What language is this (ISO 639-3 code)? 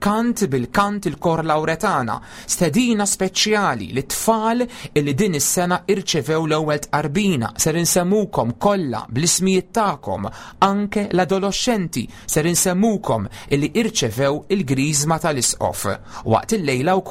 mlt